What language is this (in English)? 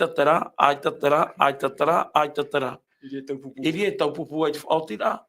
Tahitian